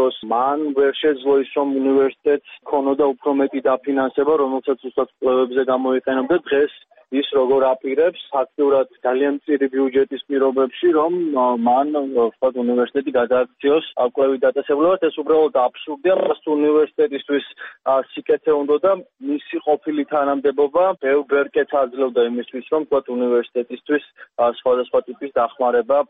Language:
Georgian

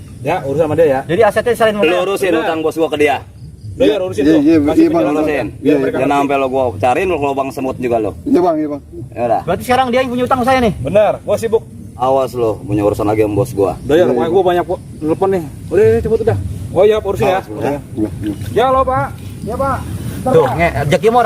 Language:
Betawi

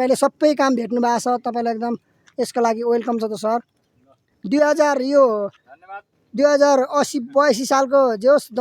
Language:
Nepali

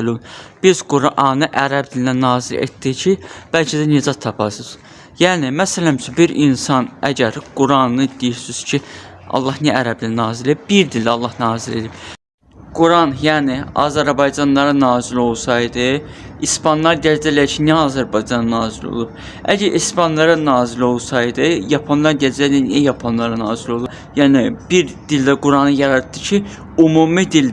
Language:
Azerbaijani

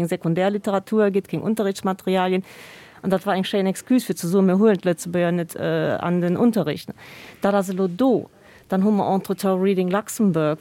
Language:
Luxembourgish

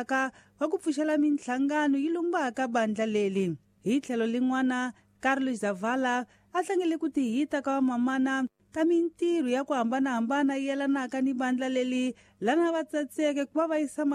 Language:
Tsonga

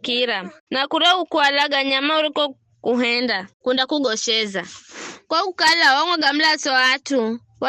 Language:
Giryama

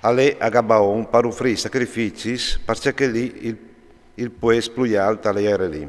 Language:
Friulian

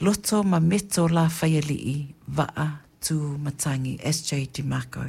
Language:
Samoan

